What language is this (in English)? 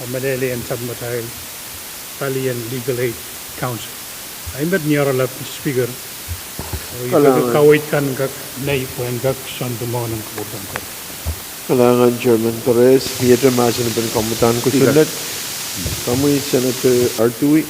Pohnpeian